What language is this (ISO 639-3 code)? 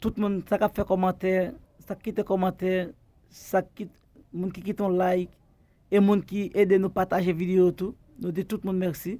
hat